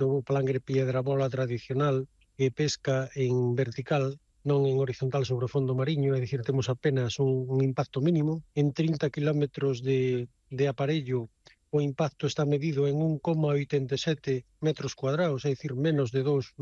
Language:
Galician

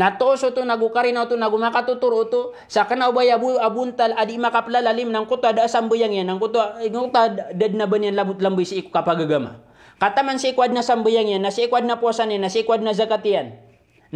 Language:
Maranao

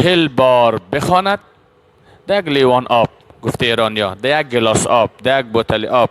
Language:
Persian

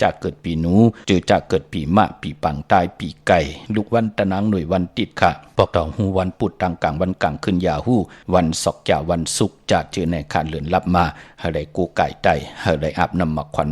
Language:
Shan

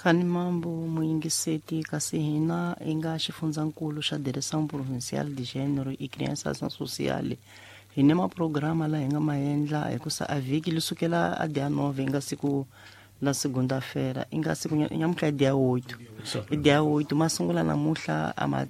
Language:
Tsonga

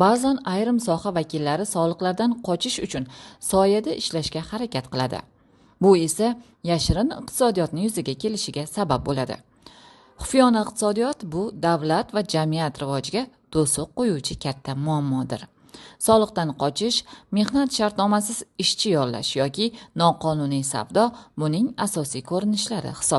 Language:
Uzbek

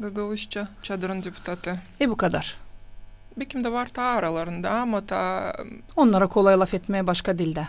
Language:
Gagauz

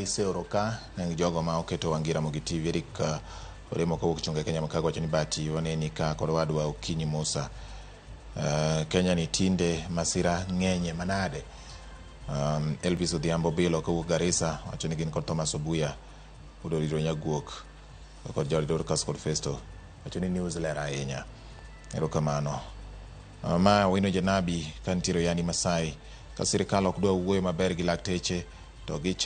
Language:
Luo (Kenya and Tanzania)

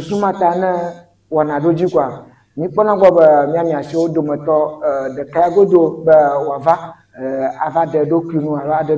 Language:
Ewe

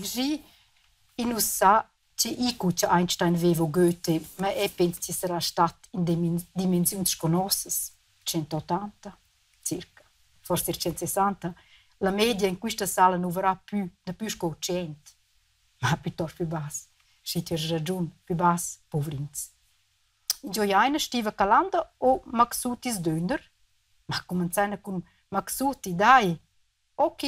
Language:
Romansh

